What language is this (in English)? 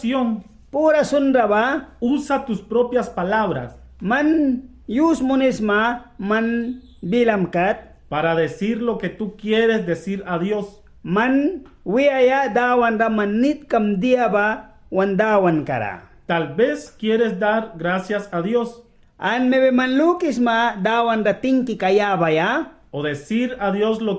Mískito